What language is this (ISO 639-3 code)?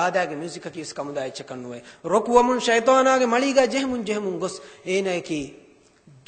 div